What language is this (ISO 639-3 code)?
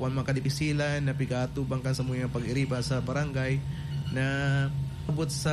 bik